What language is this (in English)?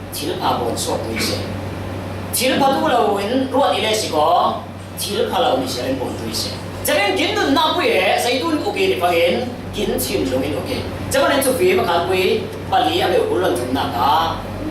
Falam Chin